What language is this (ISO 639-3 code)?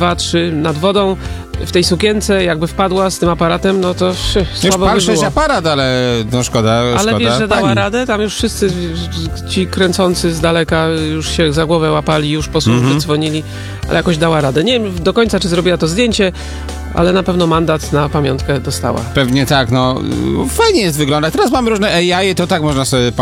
pol